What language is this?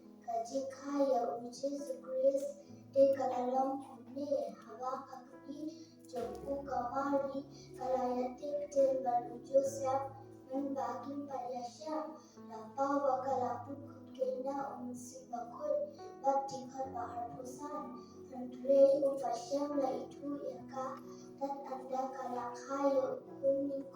Khasi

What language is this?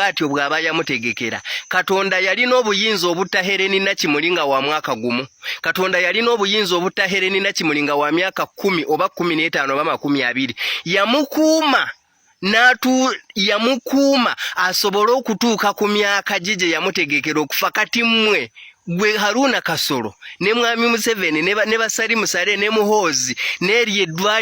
Ganda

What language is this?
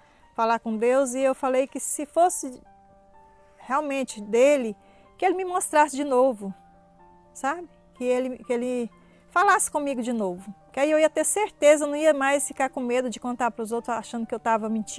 Portuguese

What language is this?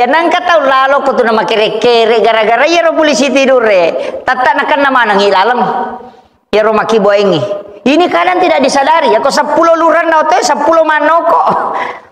Buginese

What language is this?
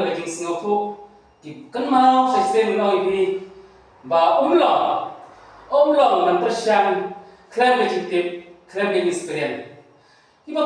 Khasi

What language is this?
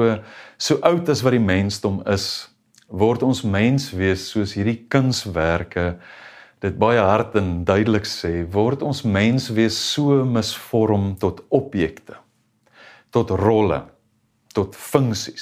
Afrikaans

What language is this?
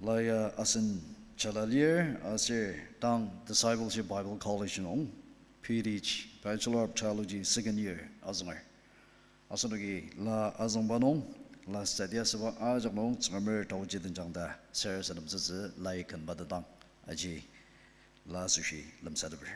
Ao Naga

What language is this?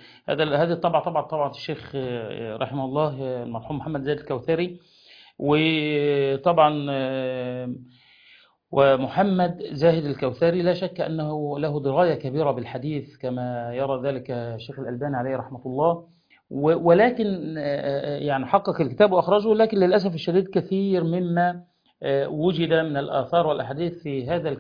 Arabic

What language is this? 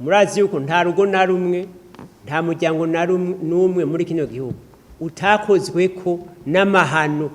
Rundi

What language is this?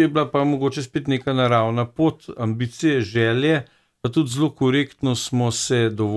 Slovenian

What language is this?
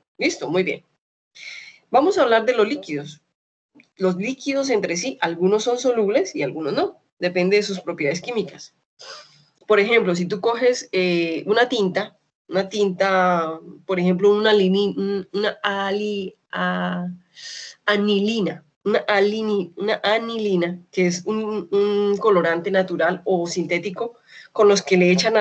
Spanish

